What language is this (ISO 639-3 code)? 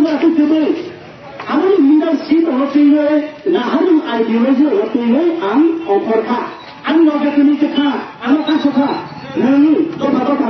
trp